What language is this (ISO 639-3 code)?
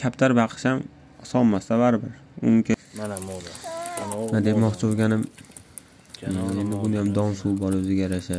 uzb